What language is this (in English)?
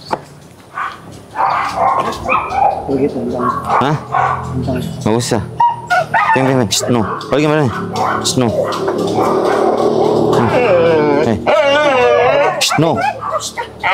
Indonesian